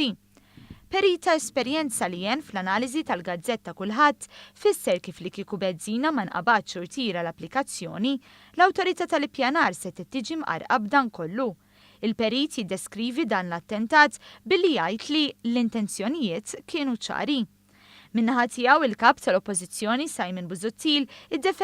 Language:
Maltese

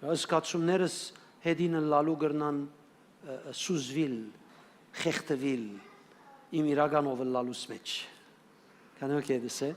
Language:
Western Armenian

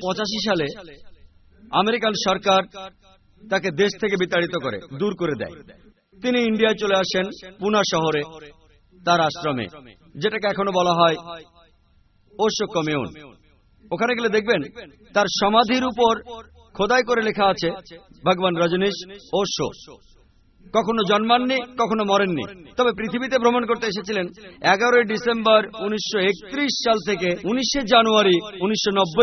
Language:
Bangla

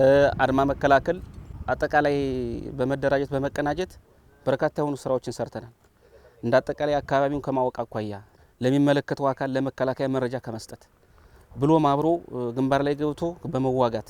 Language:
Amharic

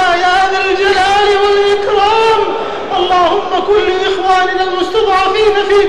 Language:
Arabic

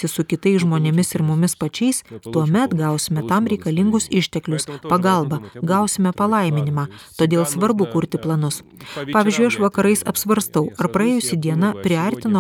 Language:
Lithuanian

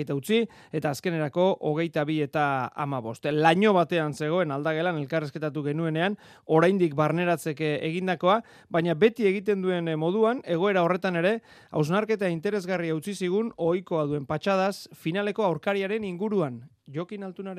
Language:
Basque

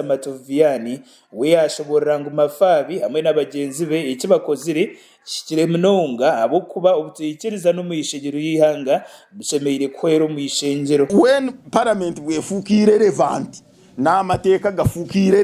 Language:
Nyankole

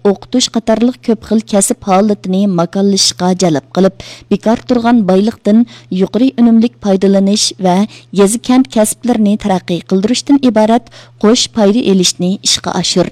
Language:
Uyghur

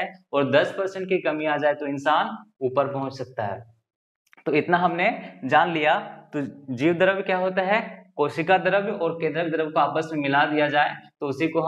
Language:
Hindi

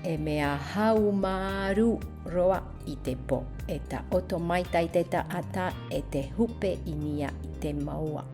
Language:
Tahitian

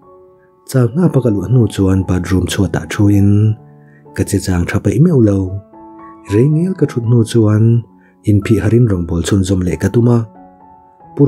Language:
Mizo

